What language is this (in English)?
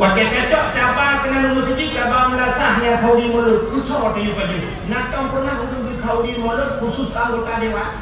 Achinese